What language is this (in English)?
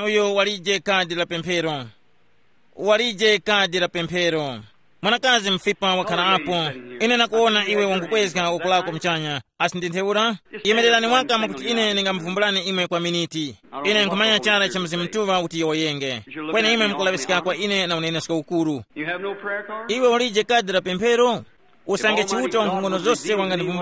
Tumbuka